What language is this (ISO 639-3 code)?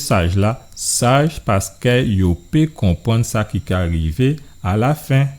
gcf